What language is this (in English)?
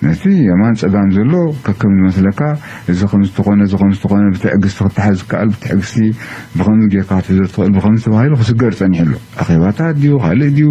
Tigrinya